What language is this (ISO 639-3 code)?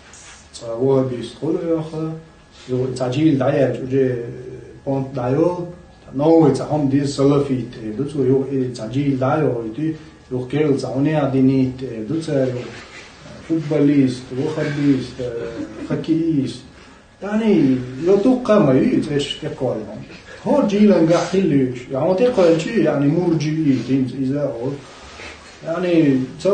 che